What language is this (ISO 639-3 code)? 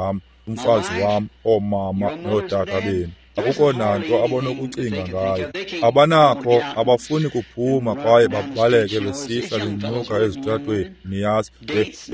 xho